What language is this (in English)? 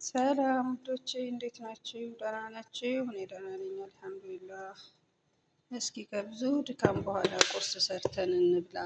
Amharic